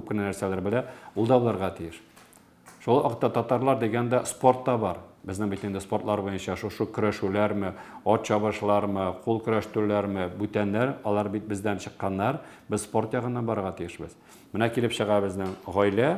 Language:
Tatar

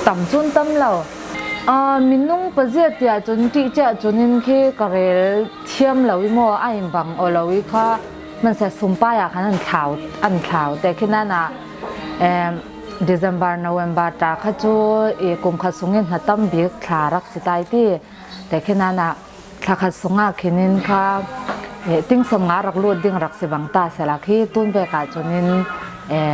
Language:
Falam Chin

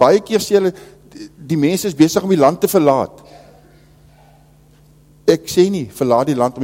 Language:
Afrikaans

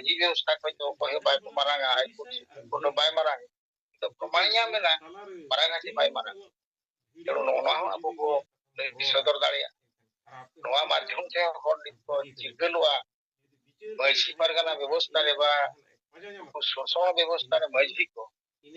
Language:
Santali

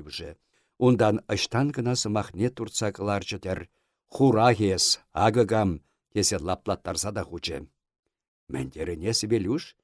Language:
Chuvash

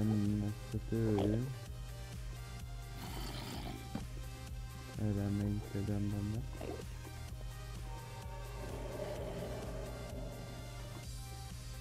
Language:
Hungarian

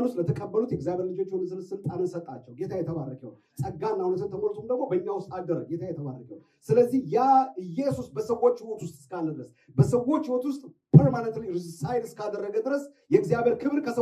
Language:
Amharic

